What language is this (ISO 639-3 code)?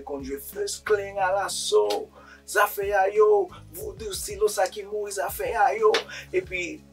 hat